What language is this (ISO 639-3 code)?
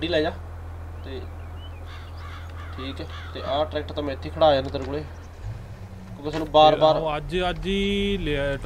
pan